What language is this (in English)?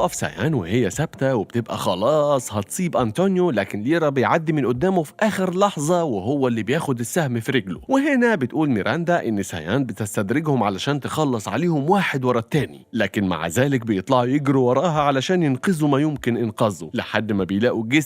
Egyptian Arabic